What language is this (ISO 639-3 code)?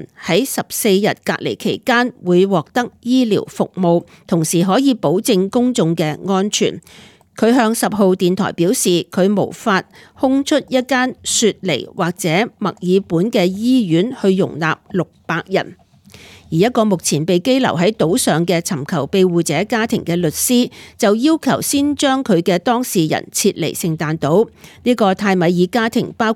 yue